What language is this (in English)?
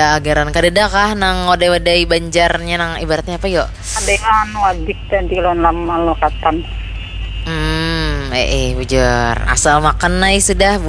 Banjar